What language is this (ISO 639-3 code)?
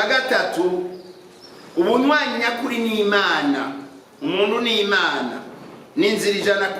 run